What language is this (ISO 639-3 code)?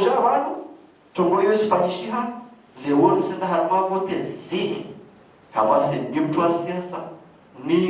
zdj